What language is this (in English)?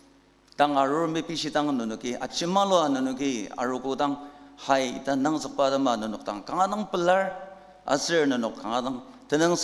Ao Naga